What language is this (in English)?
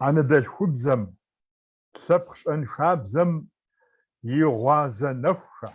Kabardian